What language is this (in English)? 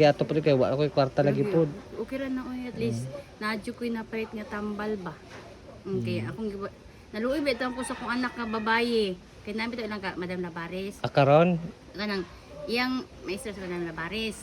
Cebuano